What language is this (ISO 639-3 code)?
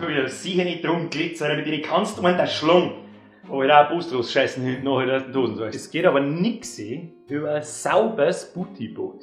bar